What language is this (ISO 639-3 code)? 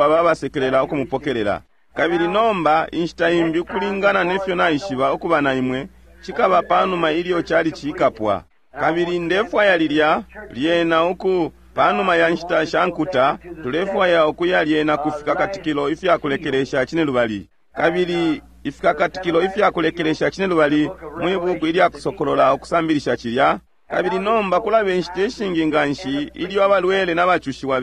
bem